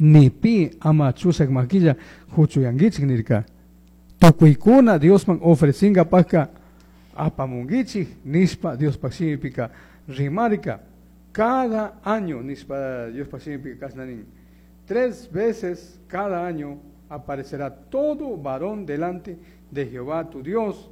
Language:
Chimborazo Highland Quichua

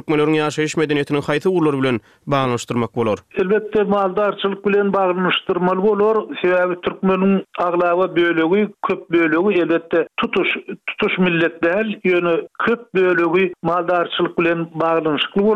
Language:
Turkmen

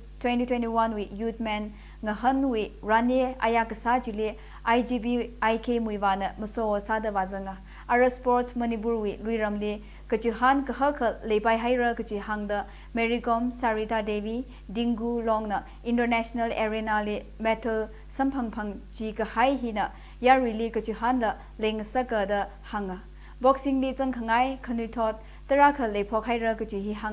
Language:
Tangkhul Naga (India)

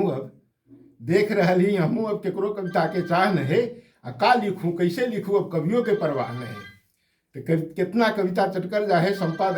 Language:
Magahi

